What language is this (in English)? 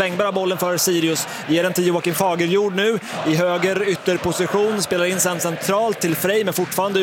Swedish